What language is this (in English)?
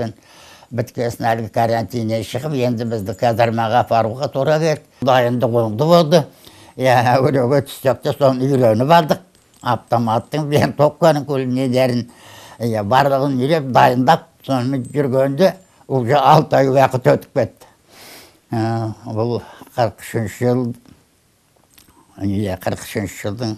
Kazakh